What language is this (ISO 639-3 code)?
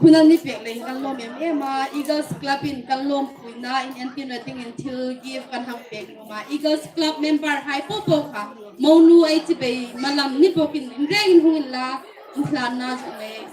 hmr